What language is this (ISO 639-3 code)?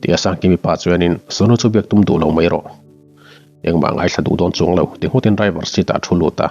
lus